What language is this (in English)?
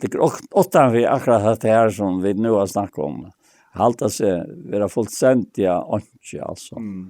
Faroese